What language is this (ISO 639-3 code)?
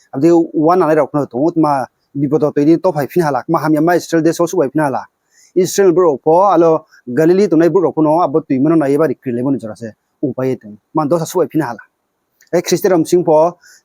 ria